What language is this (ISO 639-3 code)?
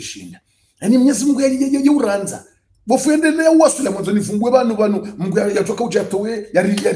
swa